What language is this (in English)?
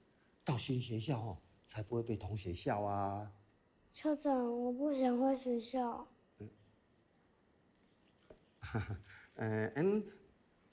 Chinese